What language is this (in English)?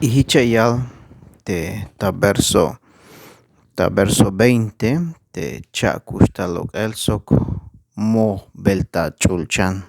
Tzeltal